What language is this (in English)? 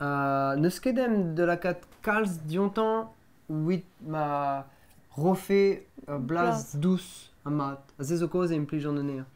Breton